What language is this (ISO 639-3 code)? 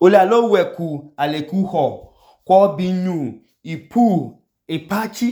idu